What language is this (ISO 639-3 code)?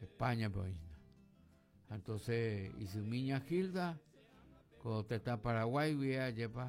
grn